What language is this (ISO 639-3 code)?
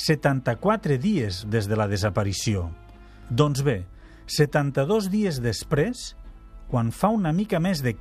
cat